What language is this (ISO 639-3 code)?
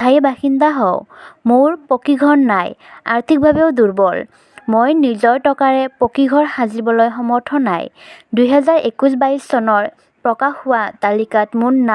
asm